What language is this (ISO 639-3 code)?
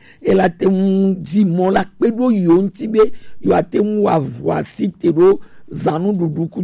gej